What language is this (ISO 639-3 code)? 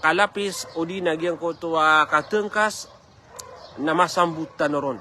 mrw